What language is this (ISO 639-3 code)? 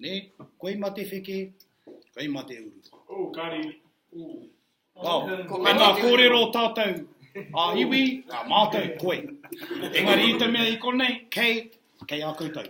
mri